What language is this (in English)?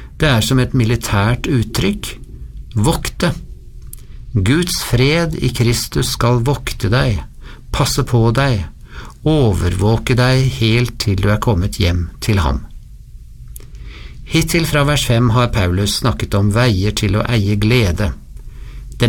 Norwegian